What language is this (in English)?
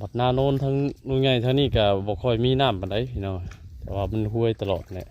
Northeastern Thai